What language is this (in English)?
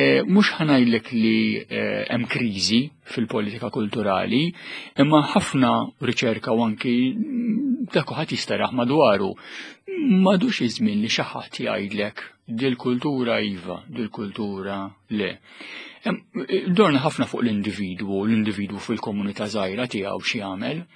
Maltese